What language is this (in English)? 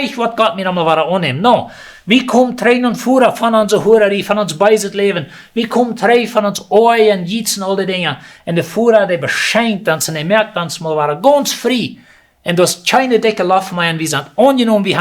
Plautdietsch